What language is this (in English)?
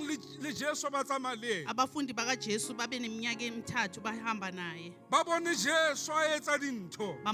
Southern Sotho